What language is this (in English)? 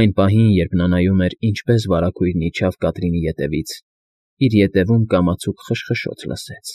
Armenian